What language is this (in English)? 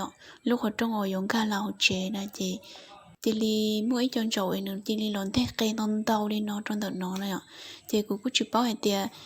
Hmong